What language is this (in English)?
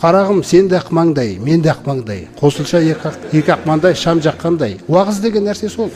Kazakh